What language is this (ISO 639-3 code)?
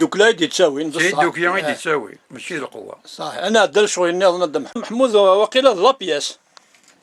kab